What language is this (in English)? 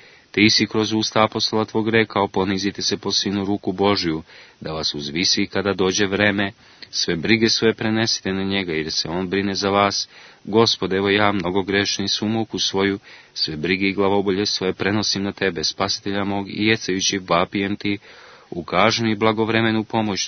Serbian